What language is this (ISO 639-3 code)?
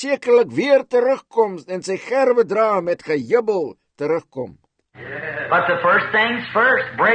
afr